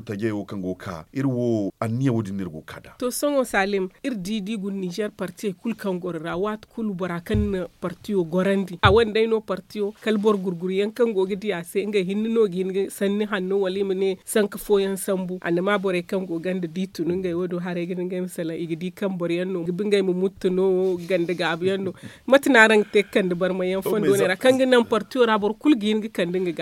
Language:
Zarma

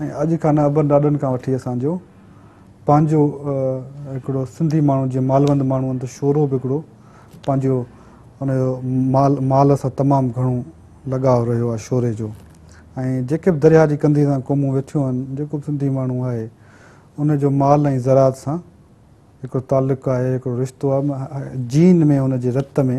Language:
Sindhi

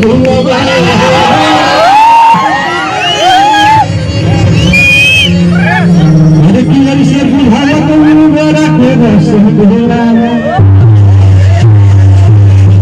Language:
Bhojpuri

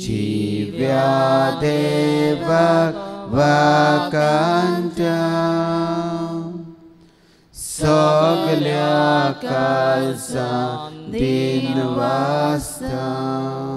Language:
Konkani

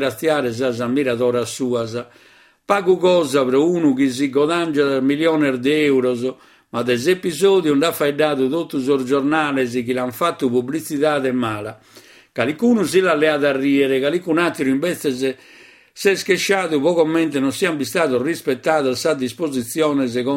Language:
Sardinian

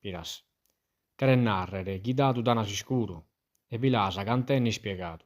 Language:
Sardinian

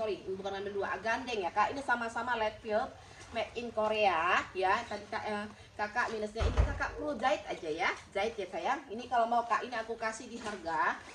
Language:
Indonesian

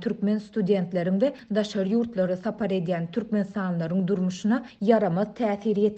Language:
Turkmen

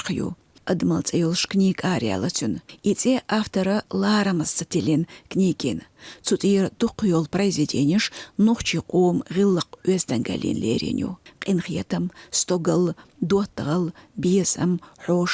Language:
Chechen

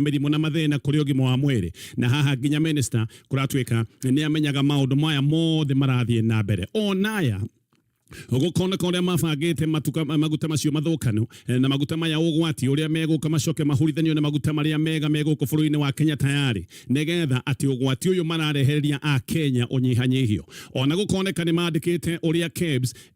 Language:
Kikuyu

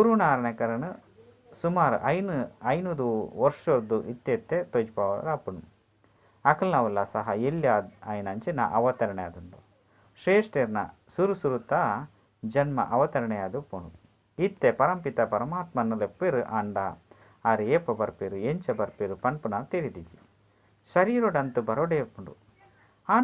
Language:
Tulu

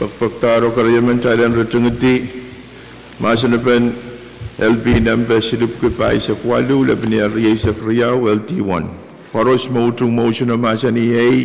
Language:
Pohnpeian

